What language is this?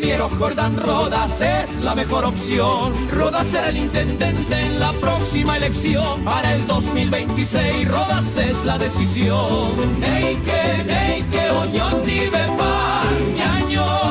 Guarani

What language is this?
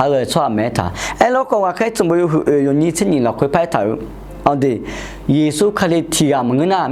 Akha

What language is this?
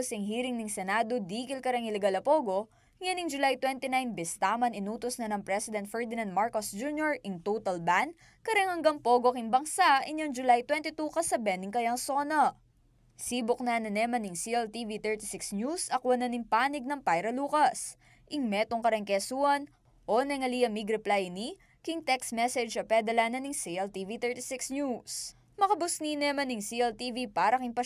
Pampanga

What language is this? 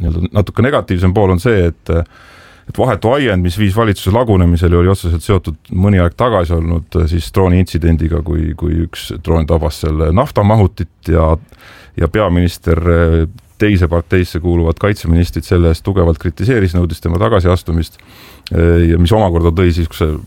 Estonian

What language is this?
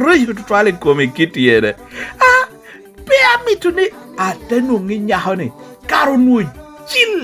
Lango (Uganda)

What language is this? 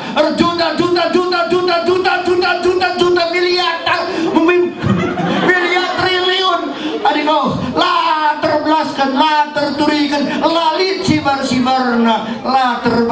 Batak Karo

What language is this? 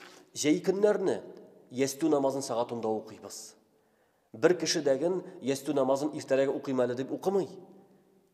Tatar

